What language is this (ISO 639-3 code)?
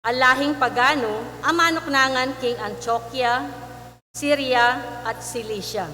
pam